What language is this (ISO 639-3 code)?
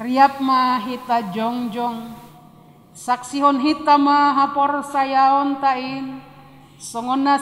bts